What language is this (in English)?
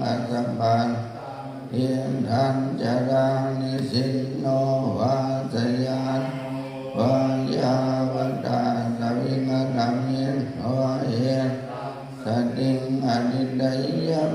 Pali